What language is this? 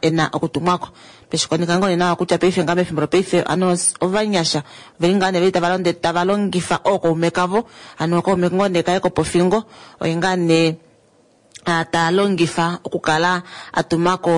Kuanyama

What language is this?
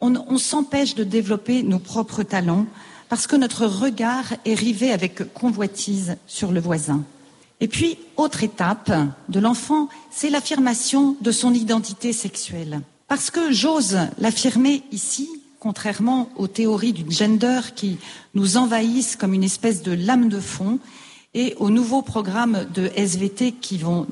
French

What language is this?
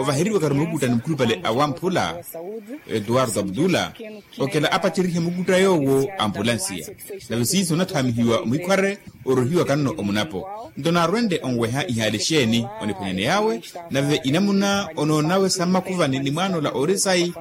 Makhuwa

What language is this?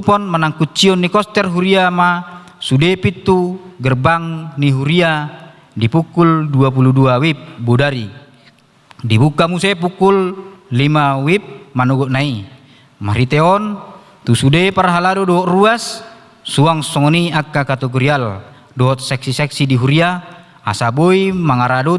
Batak Toba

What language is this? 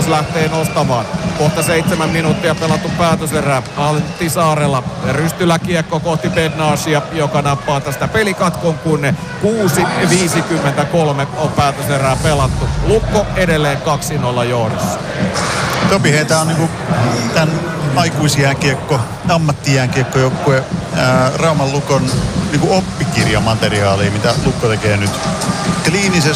Finnish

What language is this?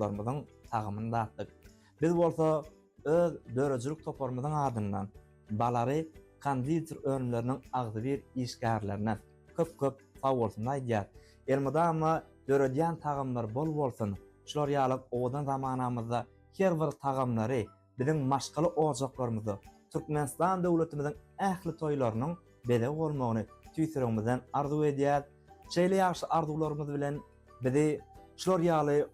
Turkmen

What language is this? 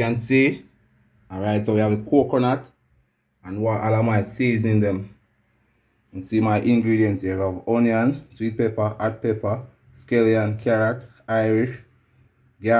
Jamaican Creole English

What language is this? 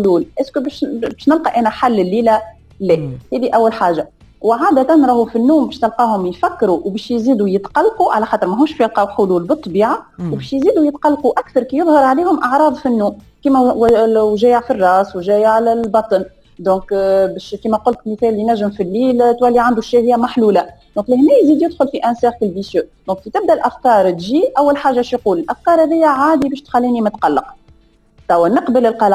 Tunisian Arabic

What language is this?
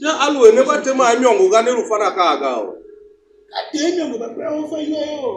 Tiv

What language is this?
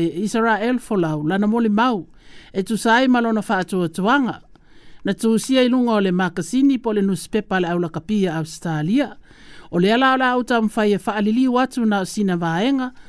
Samoan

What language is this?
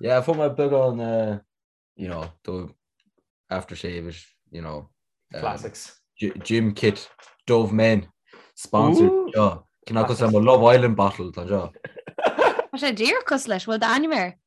Irish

